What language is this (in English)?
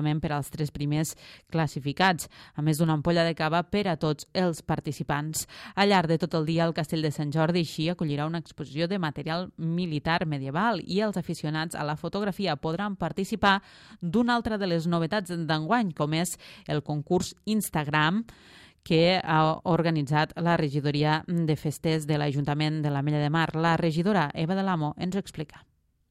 Catalan